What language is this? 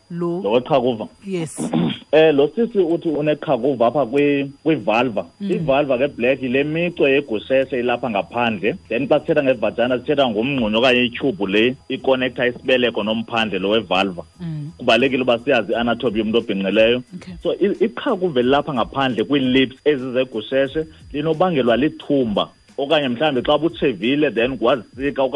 Xhosa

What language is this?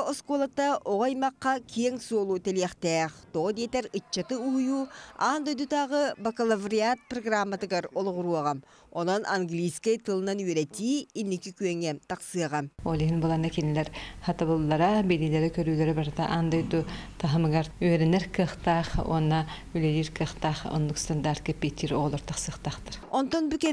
Yakut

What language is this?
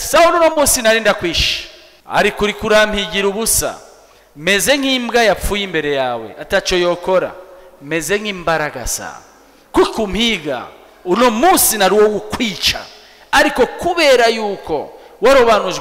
Rundi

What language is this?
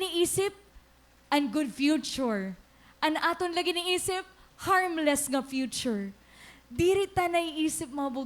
Waray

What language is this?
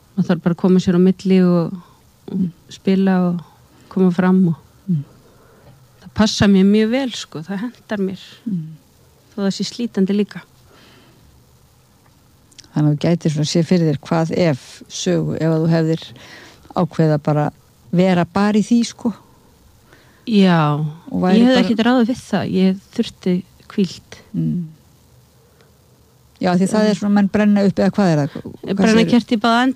Icelandic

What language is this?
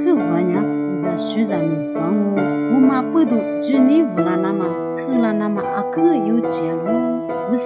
Lisu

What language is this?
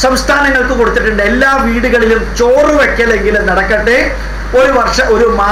Malayalam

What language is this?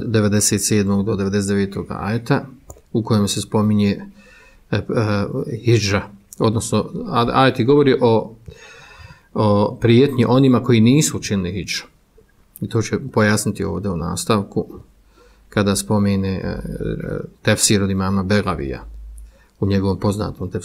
Bosnian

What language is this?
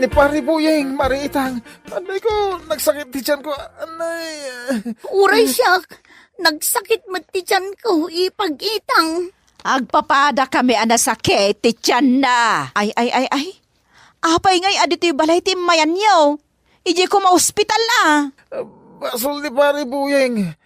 Iloko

